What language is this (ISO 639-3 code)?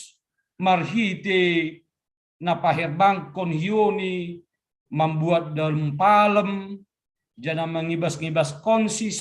bts